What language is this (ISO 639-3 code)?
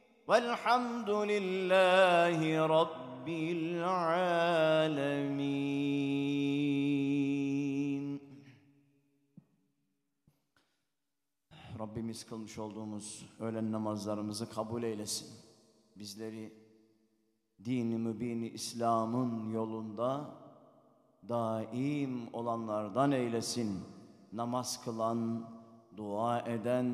tur